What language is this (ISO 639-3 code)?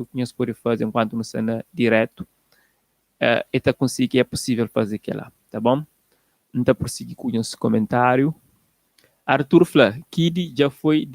kea